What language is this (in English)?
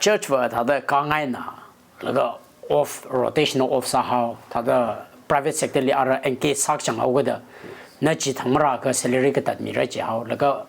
Tangkhul Naga (India)